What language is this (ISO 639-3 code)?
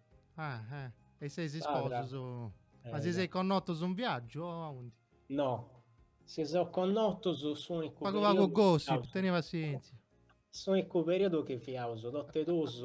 srd